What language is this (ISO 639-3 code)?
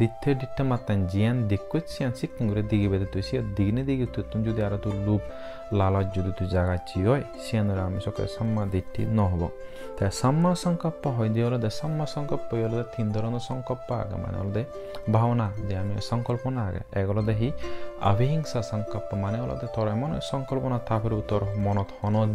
ccp